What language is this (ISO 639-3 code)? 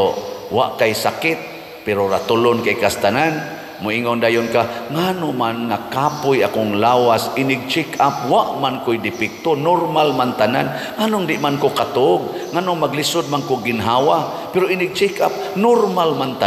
ceb